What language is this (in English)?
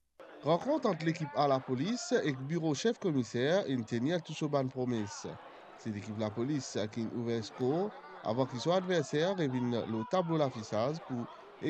Morisyen